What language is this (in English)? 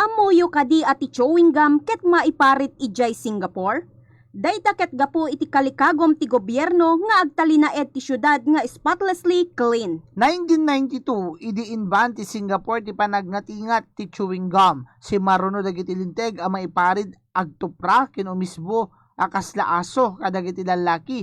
Iloko